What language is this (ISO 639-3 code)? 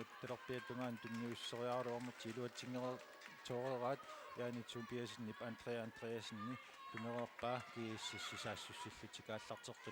kal